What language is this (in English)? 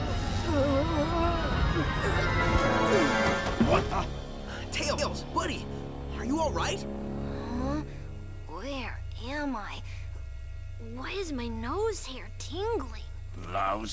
English